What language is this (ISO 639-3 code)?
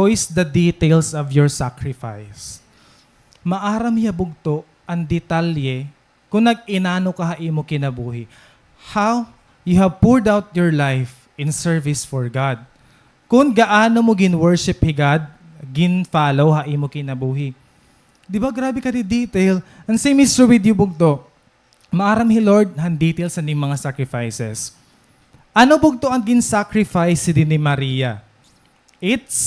war